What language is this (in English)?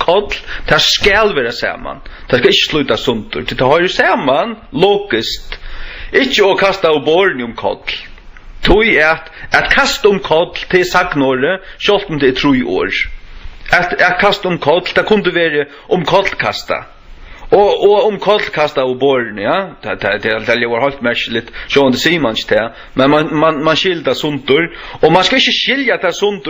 Faroese